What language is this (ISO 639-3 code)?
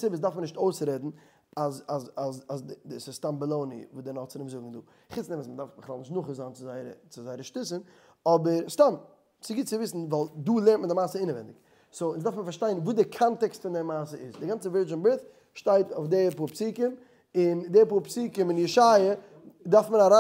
yid